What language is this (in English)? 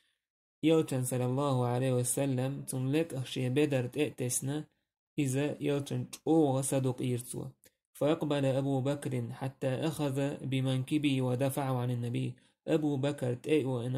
Chechen